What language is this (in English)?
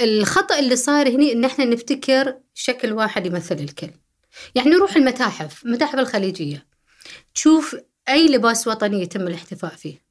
Gulf Arabic